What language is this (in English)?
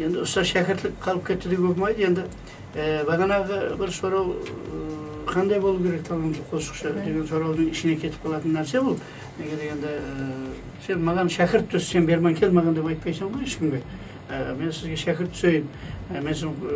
Kara-Kalpak